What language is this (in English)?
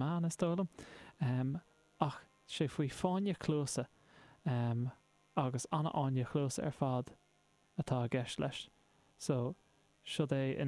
Irish